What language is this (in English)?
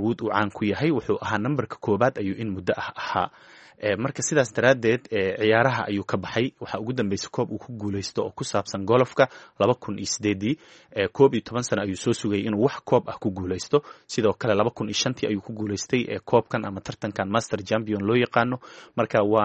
Somali